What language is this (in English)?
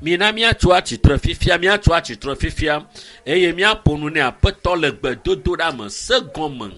Ewe